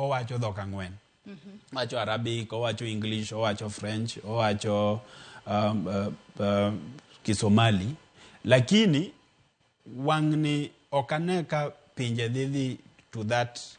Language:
Luo (Kenya and Tanzania)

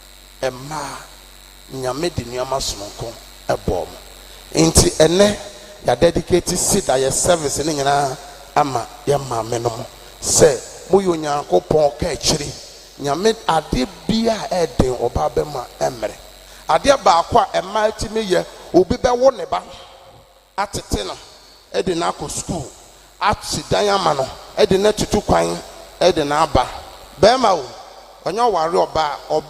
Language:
Akan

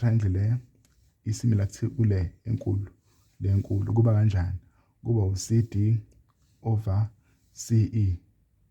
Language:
Zulu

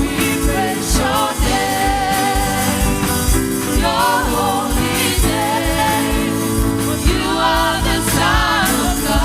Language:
Tongan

